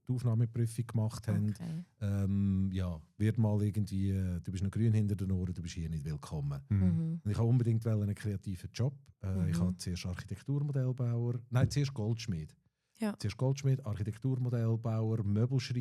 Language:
Swiss German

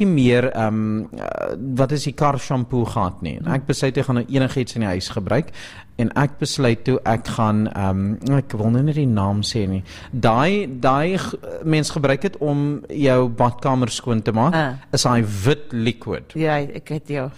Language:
Afrikaans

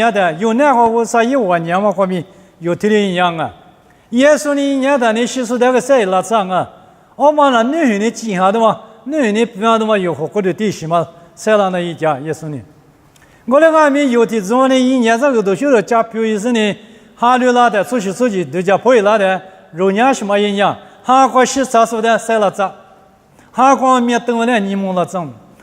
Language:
Lisu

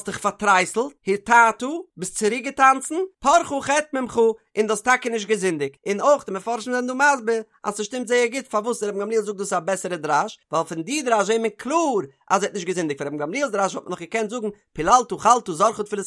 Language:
Yiddish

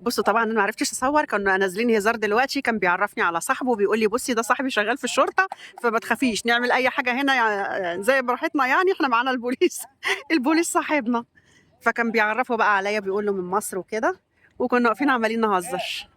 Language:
Egyptian Arabic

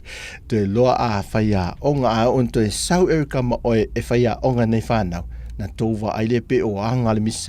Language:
Samoan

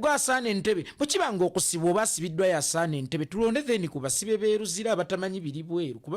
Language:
Ganda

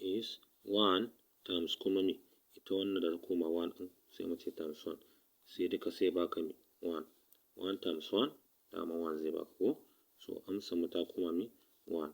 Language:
Hausa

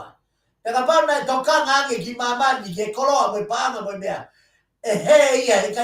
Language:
Tongan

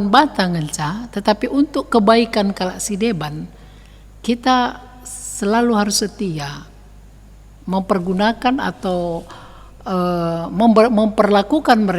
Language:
Batak Karo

